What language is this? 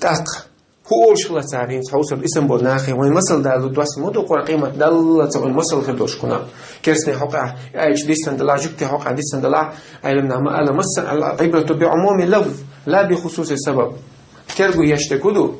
Chechen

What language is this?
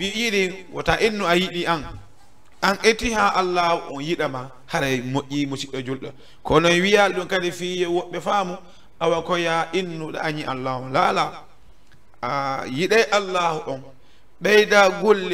Fula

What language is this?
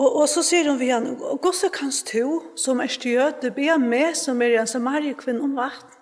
Faroese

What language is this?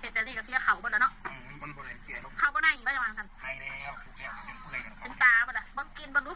Northeastern Thai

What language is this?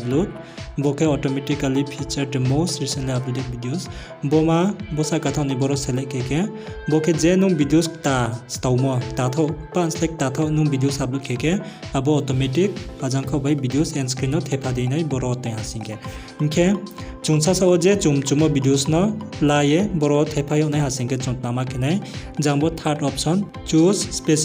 Riang (India)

